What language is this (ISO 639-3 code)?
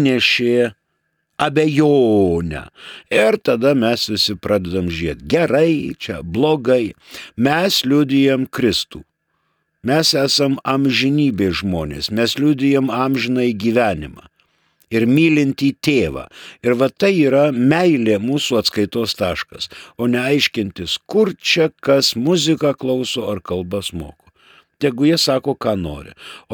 lit